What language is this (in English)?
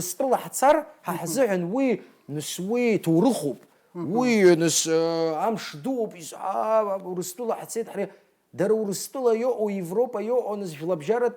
Abkhazian